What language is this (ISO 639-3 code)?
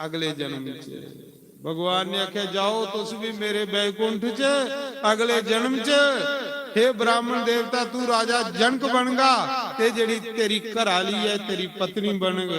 doi